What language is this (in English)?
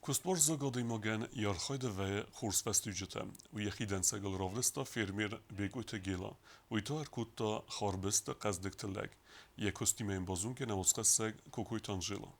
Ossetic